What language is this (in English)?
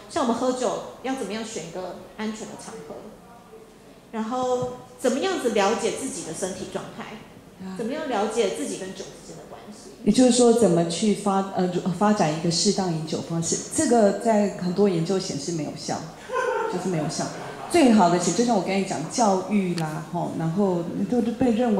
Chinese